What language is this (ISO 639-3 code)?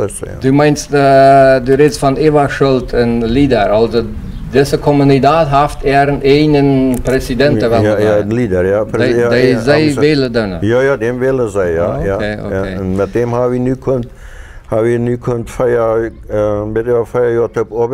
pdt